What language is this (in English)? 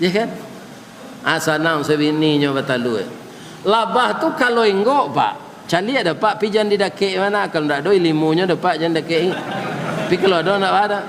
Minangkabau